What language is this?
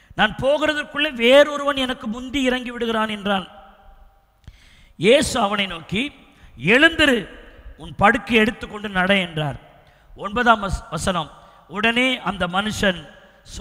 Tamil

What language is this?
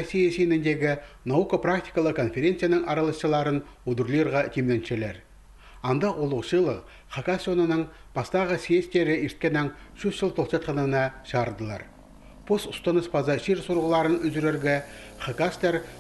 Khakas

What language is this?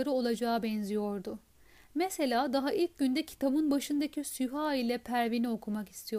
Turkish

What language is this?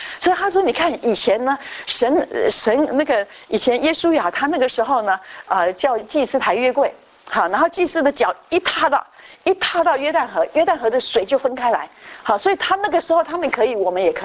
Chinese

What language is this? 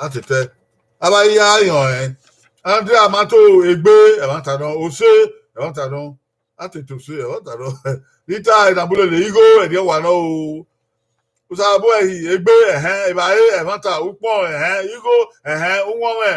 Bini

